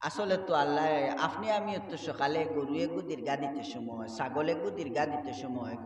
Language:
Sylheti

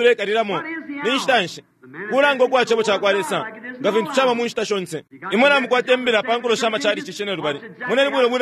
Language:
Bemba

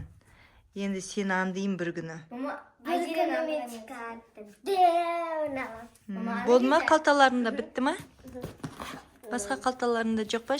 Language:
Kazakh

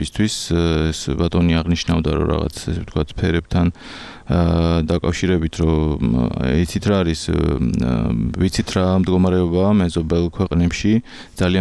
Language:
Georgian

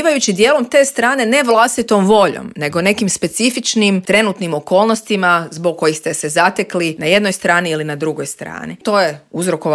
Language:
Croatian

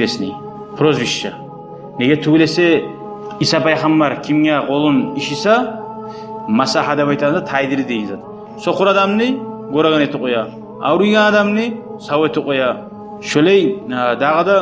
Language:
Kumyk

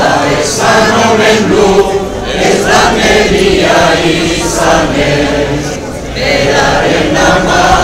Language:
Basque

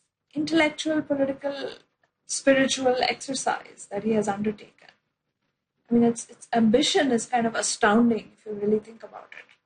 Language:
English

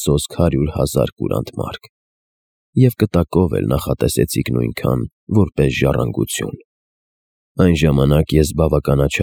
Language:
Armenian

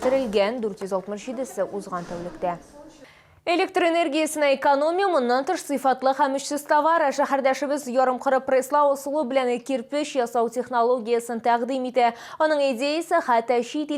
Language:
Tatar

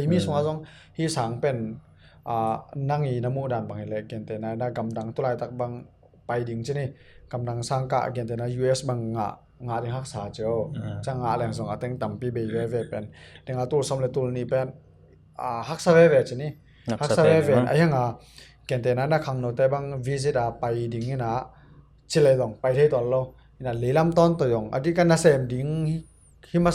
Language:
Tedim Chin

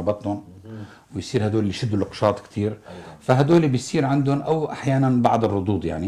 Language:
North Levantine Arabic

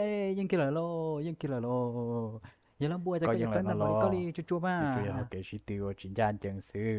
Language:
Hmong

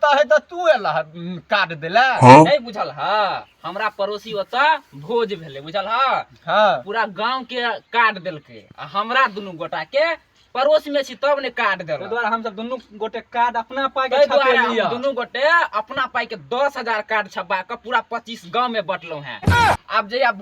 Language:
Maithili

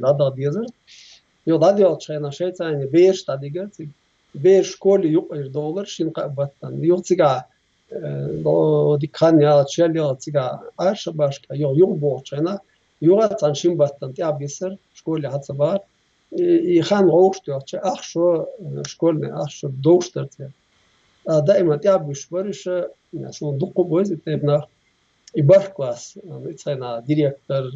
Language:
Chechen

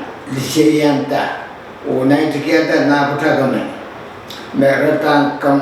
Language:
Pohnpeian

